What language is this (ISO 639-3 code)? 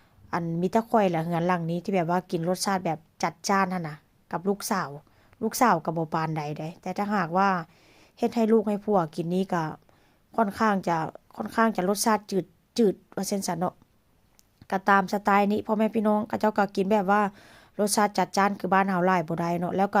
tts